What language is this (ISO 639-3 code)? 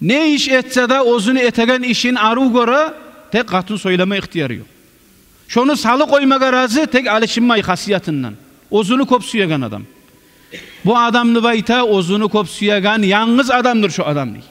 kum